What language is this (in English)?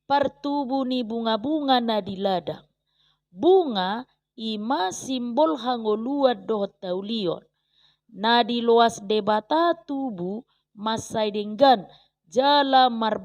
Batak Toba